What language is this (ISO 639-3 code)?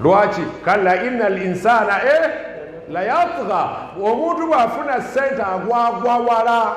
lug